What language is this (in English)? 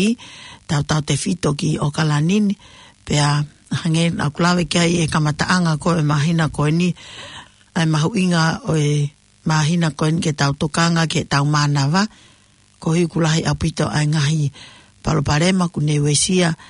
Tongan